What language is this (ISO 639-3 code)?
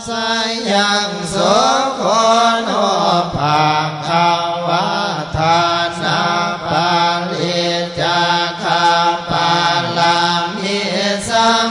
pli